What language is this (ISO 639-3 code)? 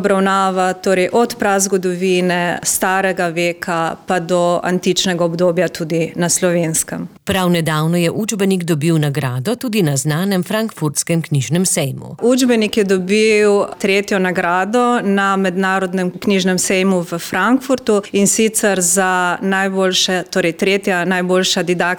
slv